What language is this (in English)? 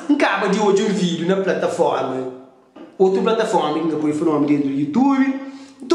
Kabuverdianu